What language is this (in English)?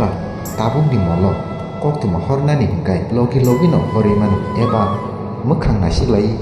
Kok Borok